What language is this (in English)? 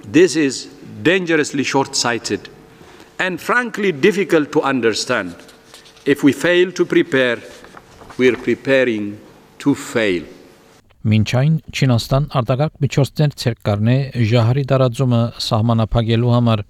Armenian